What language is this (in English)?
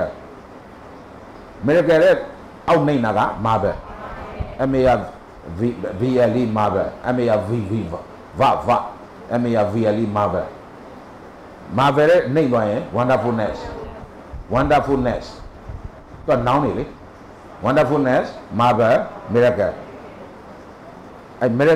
Burmese